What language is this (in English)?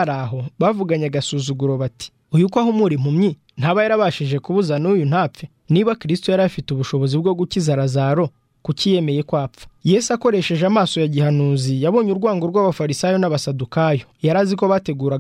Kinyarwanda